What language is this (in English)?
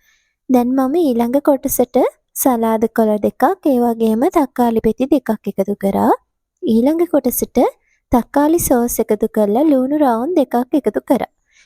Sinhala